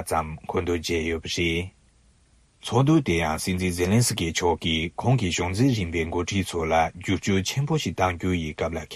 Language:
Tibetan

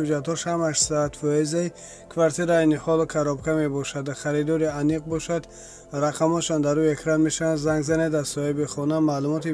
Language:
Tajik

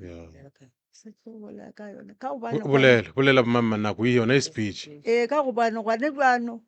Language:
Northern Sotho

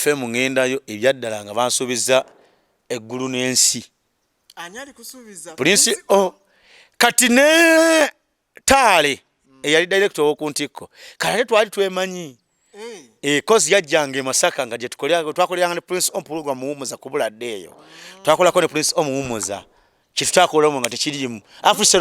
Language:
Ganda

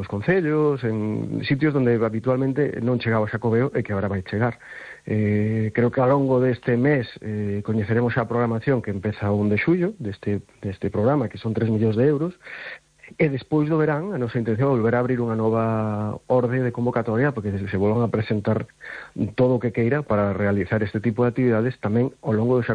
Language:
Galician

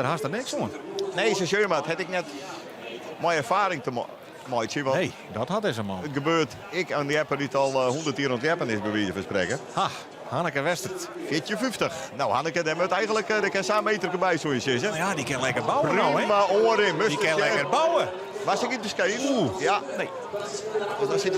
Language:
Western Frisian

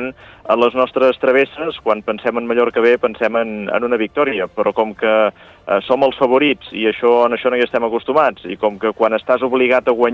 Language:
Catalan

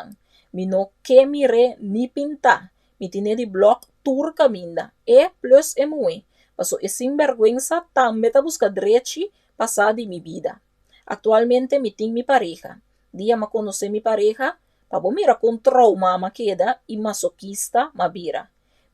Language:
Papiamento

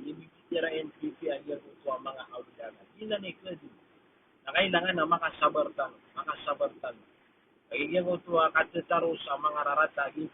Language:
Maranao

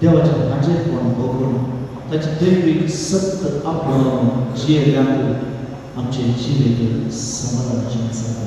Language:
Konkani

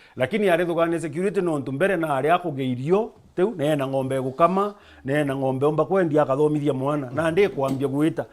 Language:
Meru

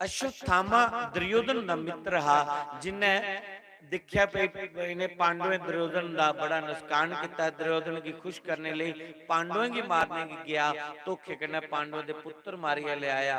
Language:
Dogri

